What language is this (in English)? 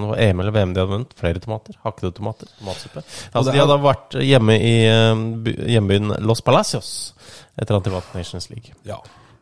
Norwegian